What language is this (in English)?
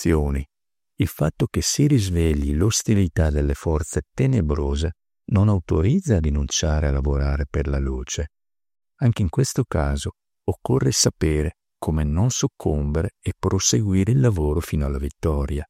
Italian